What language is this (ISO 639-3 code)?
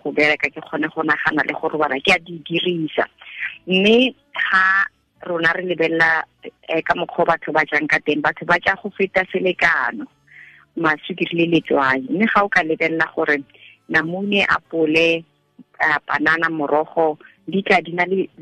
tsn